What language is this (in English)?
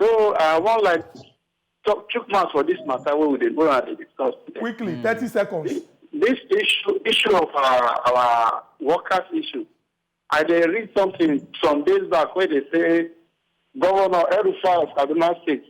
Nigerian Pidgin